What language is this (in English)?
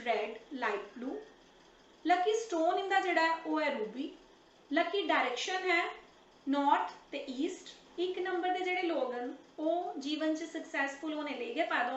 Dogri